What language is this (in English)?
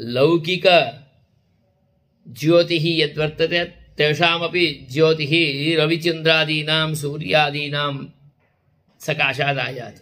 Sanskrit